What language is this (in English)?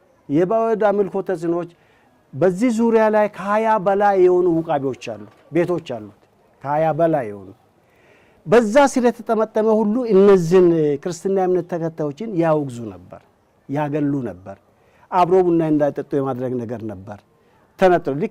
Amharic